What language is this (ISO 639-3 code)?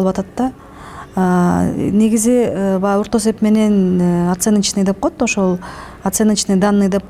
kir